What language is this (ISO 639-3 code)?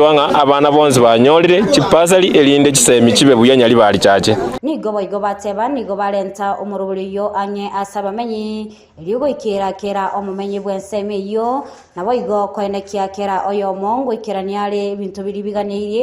guz